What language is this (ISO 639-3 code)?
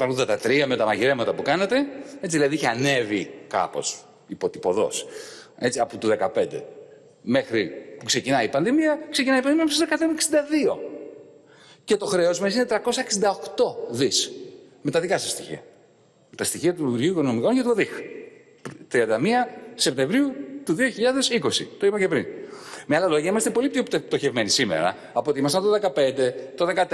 ell